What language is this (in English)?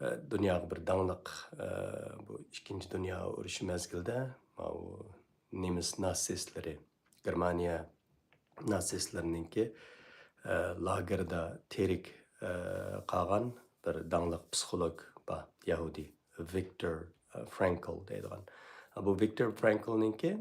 Uyghur